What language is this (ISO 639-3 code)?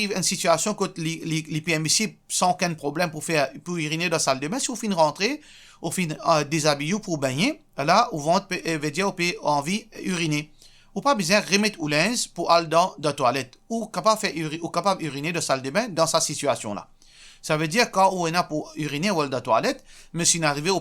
mfe